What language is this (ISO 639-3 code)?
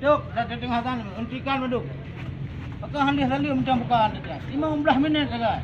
ace